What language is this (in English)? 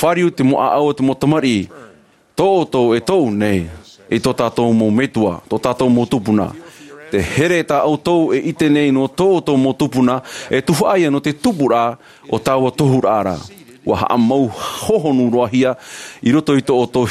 Tahitian